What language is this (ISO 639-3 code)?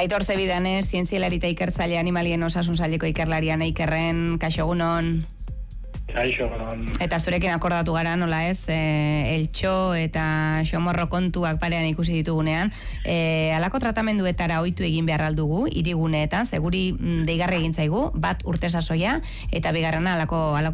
eus